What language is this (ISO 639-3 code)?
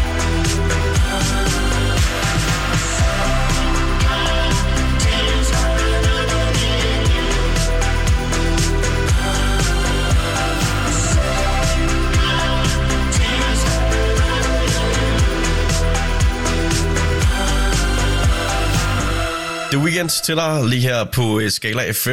dan